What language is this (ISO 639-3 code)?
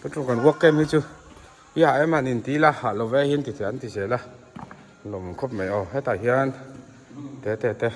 lus